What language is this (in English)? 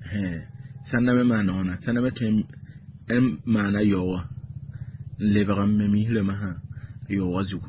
Mossi